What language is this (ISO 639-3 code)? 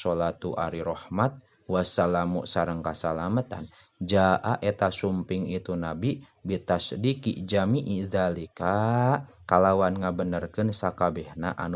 sun